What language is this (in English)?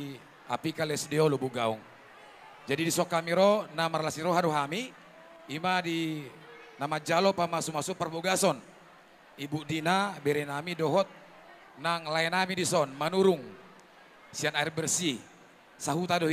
Batak Toba